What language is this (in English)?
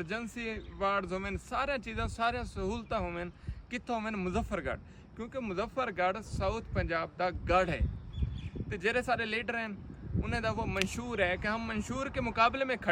Saraiki